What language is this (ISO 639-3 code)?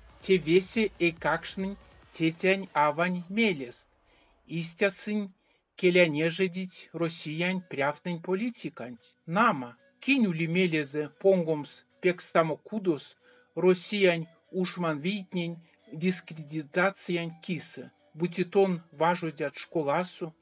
myv